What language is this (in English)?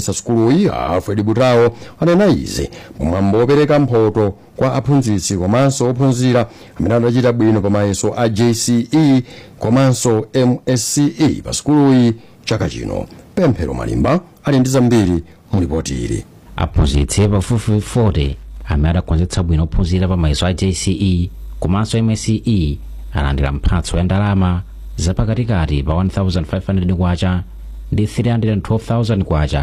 Nyanja